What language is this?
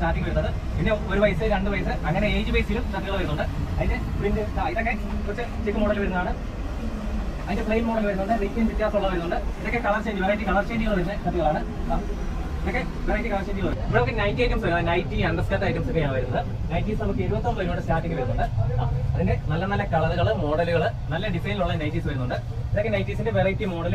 Malayalam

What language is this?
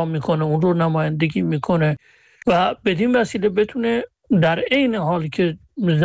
Persian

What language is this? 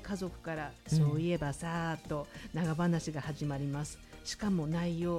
Japanese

